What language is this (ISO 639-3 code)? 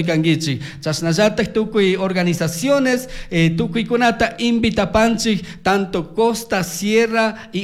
qug